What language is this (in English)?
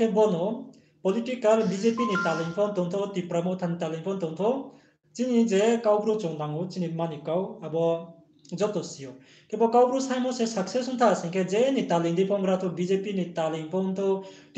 Riang (India)